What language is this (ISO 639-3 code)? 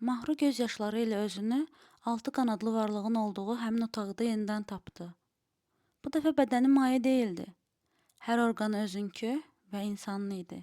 aze